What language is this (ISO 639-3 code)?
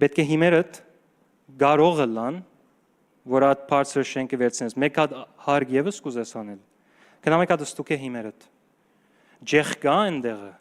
hyw